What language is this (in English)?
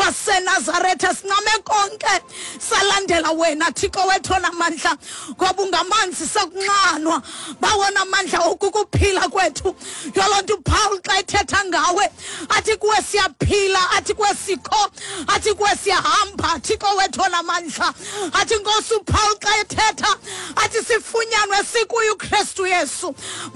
Xhosa